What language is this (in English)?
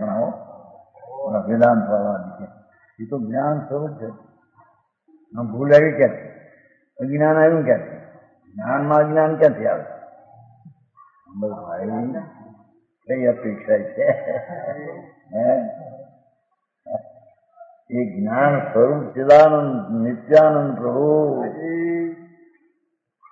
Gujarati